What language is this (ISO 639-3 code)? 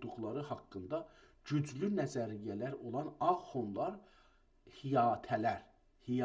azb